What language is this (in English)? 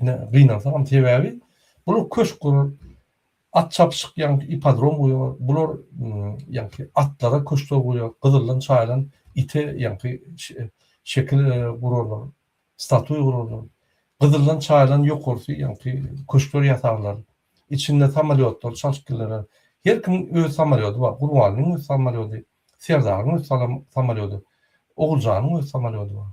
Turkmen